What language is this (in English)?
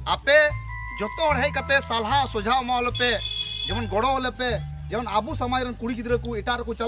Santali